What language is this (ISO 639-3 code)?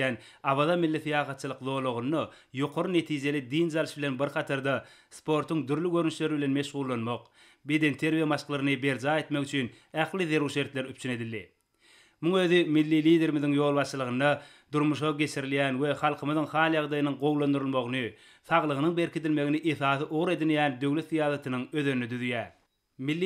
tuk